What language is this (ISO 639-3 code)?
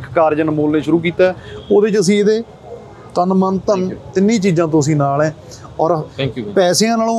pan